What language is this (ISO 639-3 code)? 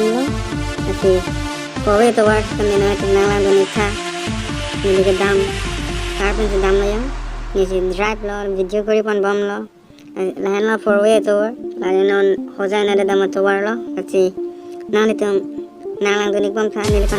mjw